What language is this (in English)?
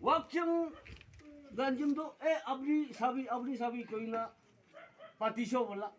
Naga Pidgin